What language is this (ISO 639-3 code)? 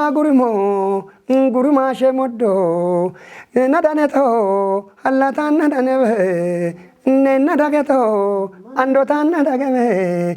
kbr